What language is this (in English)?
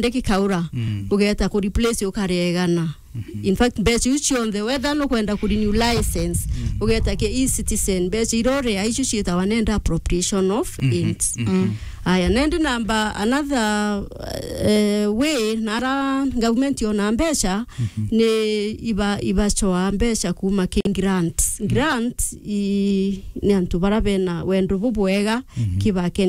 Meru